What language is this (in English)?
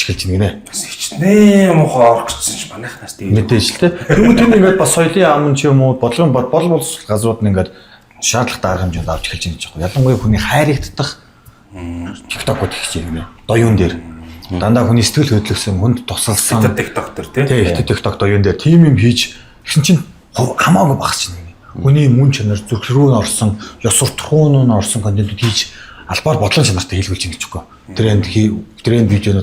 Mongolian